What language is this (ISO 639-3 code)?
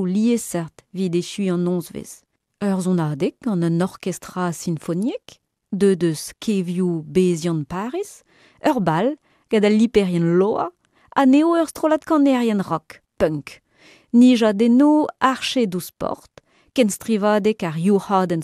bre